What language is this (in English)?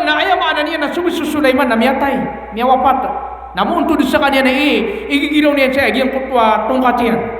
Maranao